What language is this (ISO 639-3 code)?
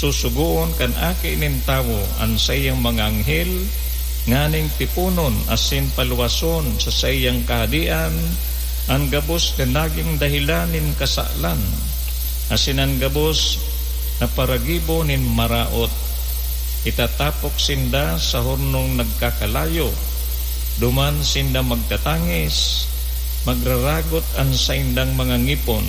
bik